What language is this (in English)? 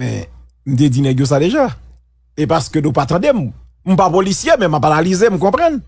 Haitian Creole